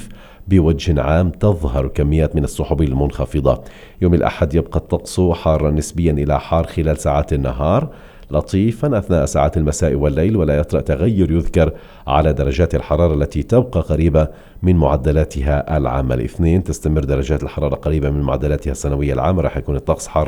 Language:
Arabic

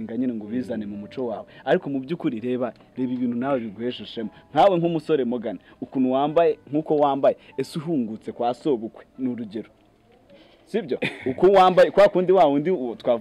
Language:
Kinyarwanda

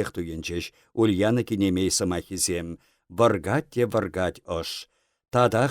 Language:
Chuvash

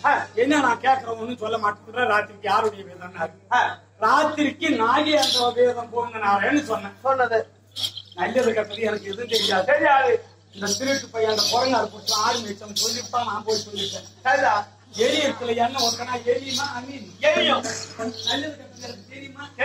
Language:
Tamil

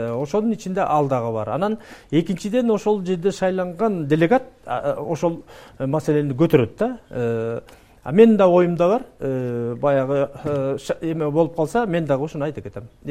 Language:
Kyrgyz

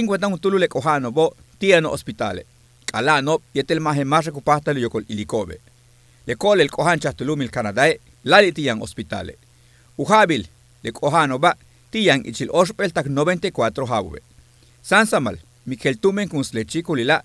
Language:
Yucateco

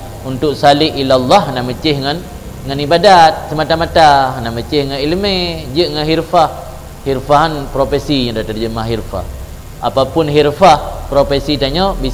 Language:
Achinese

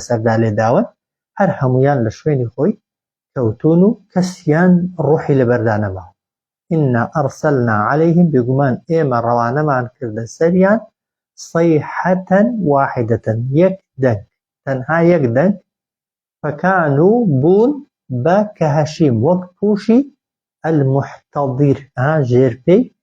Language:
Central Kurdish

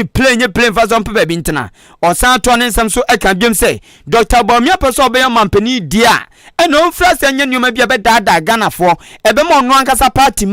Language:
Akan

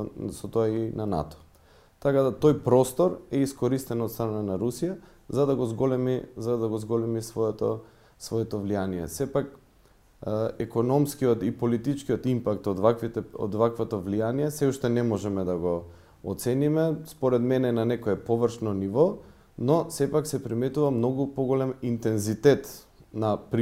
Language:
Macedonian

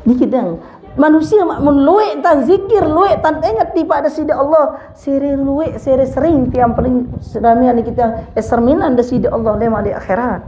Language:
Sasak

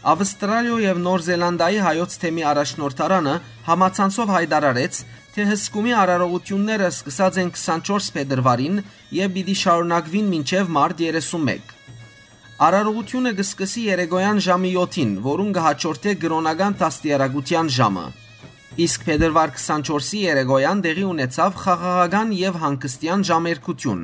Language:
Western Armenian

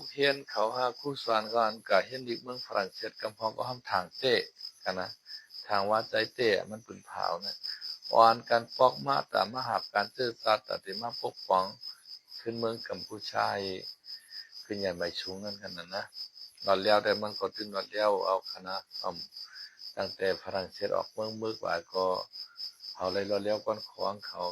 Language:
Shan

